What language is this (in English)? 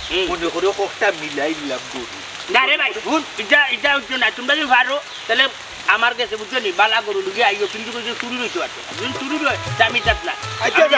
Sylheti